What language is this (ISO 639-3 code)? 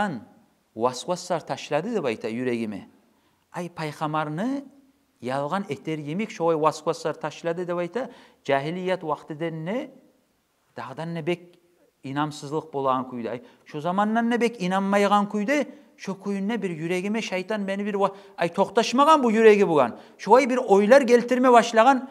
kum